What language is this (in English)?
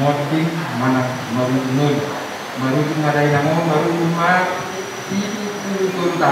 Batak Toba